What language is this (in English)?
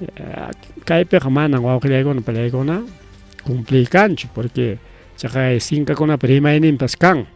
Ayacucho Quechua